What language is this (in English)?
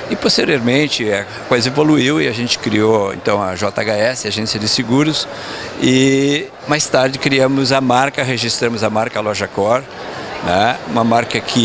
Portuguese